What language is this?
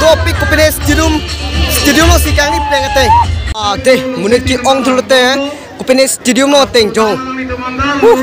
Karbi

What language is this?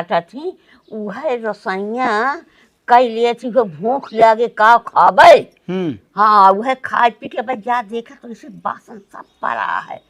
Awadhi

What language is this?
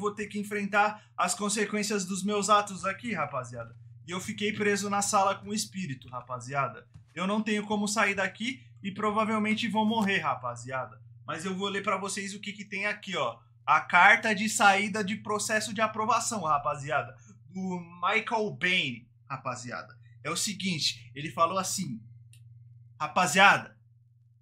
Portuguese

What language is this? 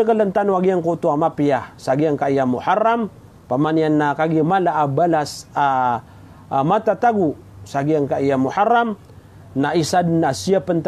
Maranao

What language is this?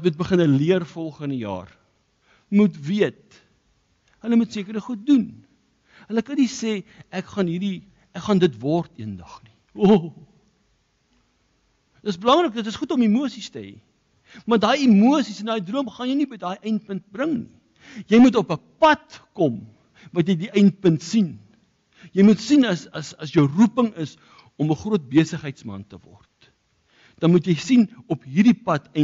Afrikaans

